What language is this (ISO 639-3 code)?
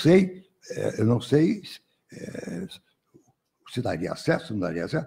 por